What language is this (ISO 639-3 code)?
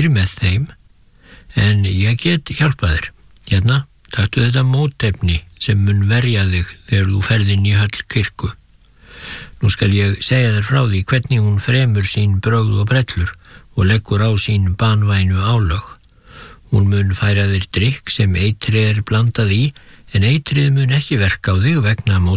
isl